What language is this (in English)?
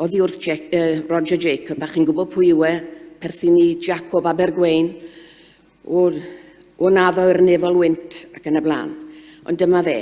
Welsh